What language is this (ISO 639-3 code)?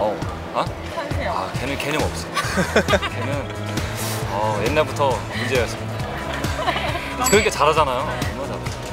kor